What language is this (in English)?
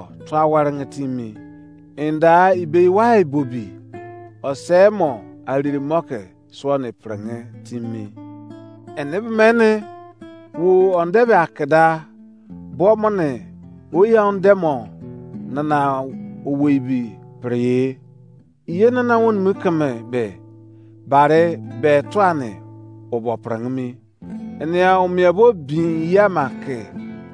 Izon